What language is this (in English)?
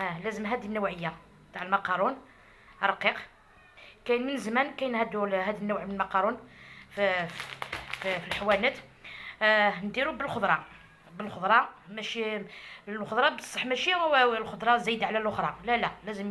Algerian Arabic